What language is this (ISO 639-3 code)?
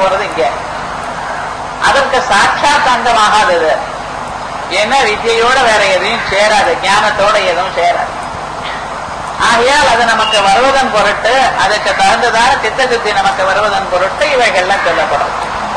tam